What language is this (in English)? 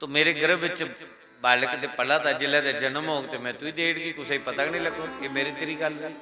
Dogri